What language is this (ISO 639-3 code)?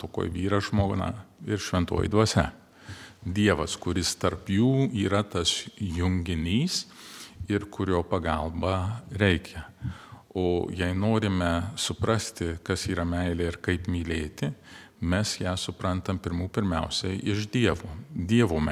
lit